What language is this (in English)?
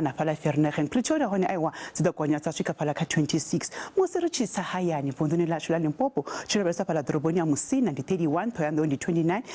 Venda